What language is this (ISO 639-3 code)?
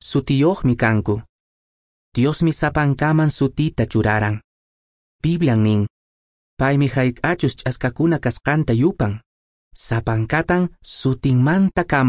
que